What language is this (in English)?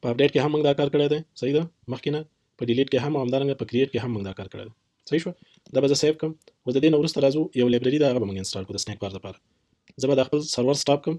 Pashto